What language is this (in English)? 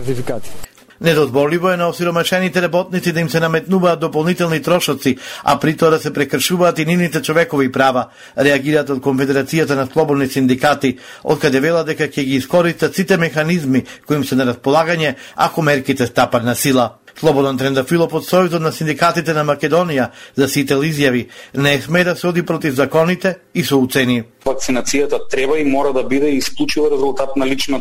Macedonian